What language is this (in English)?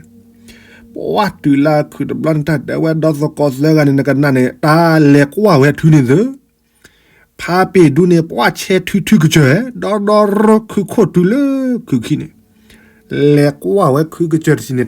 S'gaw Karen